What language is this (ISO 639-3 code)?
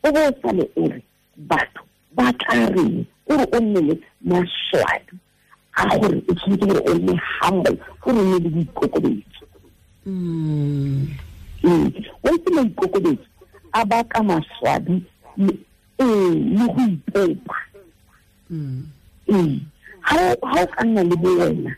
tsn